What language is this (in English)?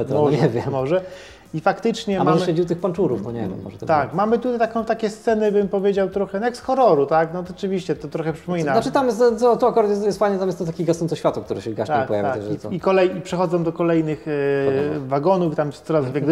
Polish